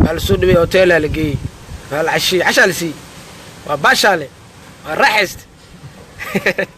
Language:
Somali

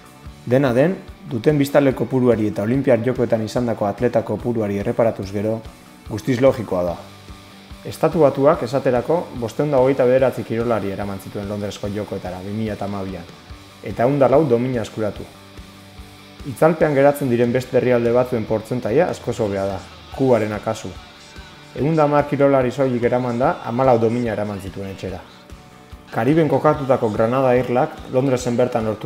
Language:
Basque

